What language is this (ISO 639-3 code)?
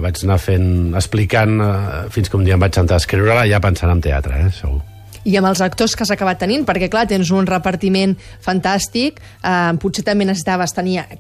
cat